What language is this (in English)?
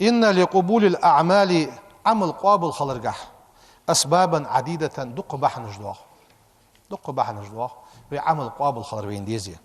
Ingush